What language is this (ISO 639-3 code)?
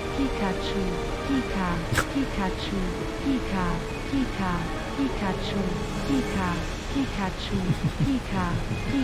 bar